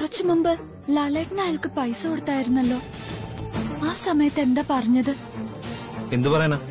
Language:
Malayalam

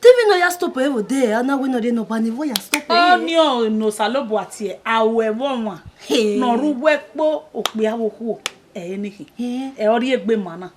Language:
Bini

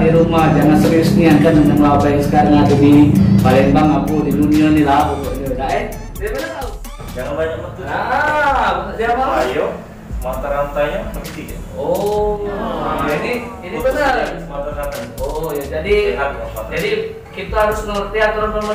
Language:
Musi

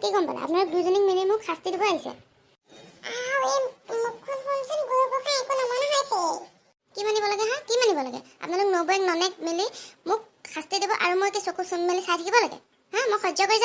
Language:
Assamese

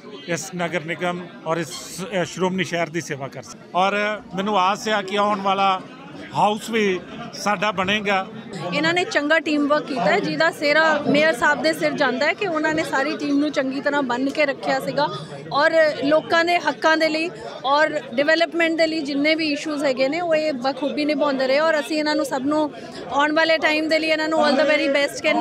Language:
Punjabi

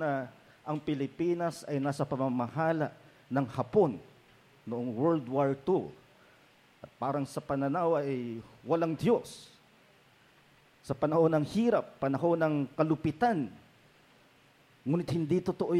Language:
Filipino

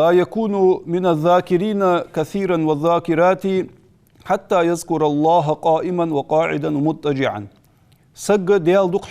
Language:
Ingush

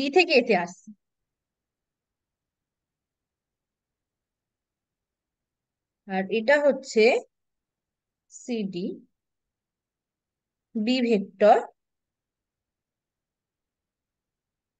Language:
Bangla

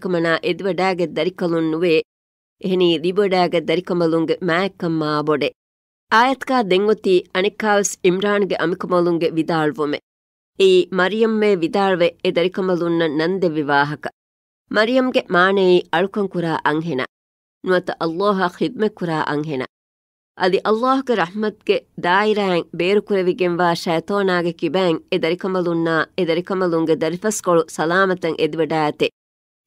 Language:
Divehi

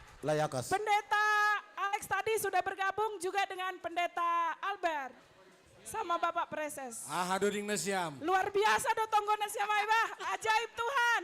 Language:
Batak Simalungun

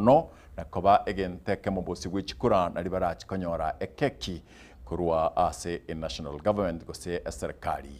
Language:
Gusii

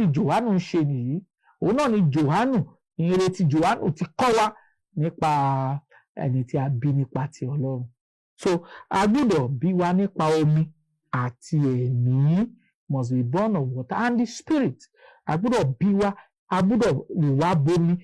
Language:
Yoruba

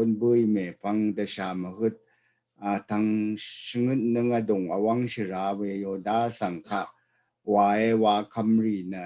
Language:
Rawang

